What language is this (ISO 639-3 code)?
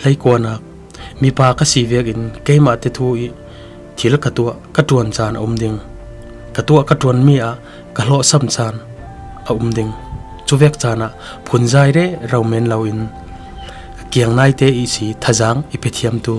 cfm